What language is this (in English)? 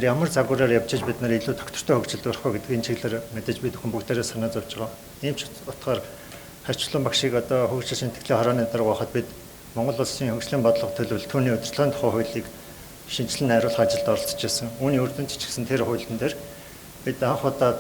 Mongolian